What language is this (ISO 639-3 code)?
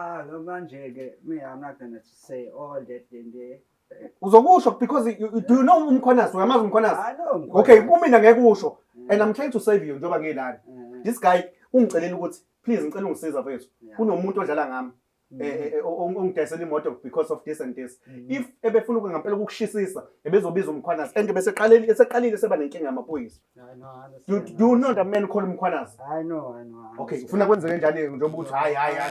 zul